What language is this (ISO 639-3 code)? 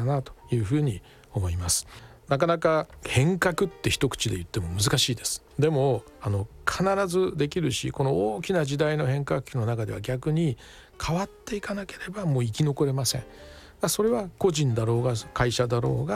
jpn